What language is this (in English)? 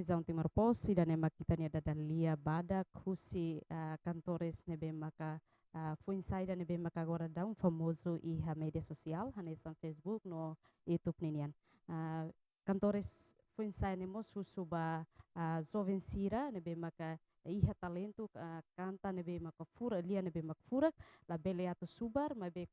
Tetum